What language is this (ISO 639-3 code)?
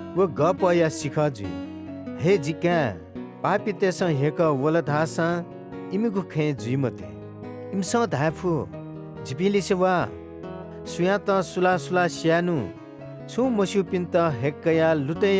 new